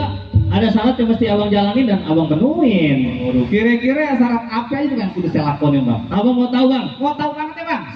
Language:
Betawi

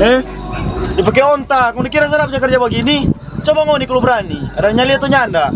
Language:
Manado Malay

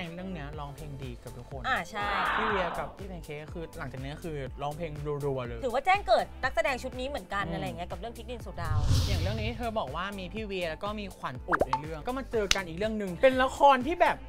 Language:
Thai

